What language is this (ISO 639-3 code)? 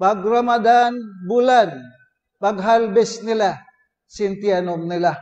tsg